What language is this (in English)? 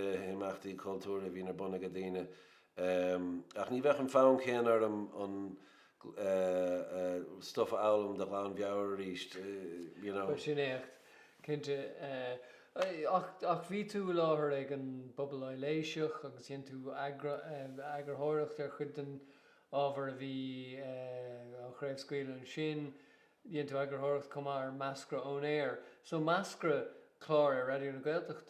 Irish